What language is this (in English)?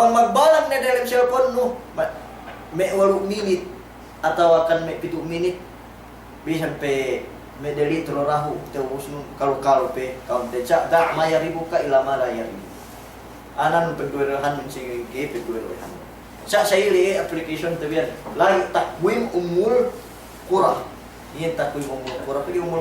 Yakan